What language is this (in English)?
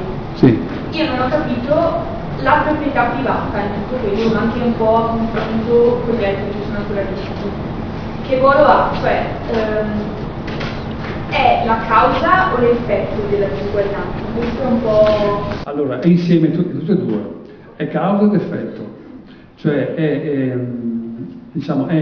Italian